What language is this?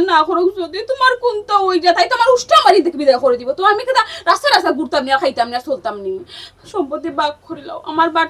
Sylheti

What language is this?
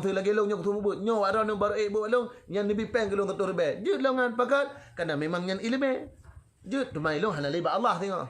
Achinese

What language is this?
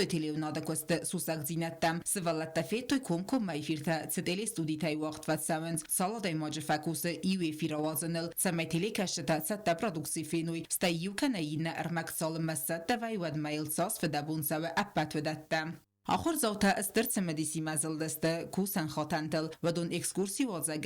Ossetic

